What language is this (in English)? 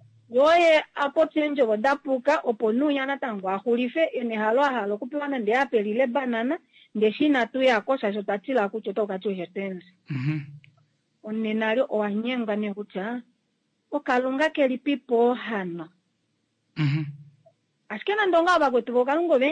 Kuanyama